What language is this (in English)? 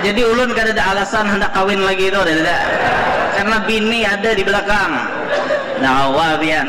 Banjar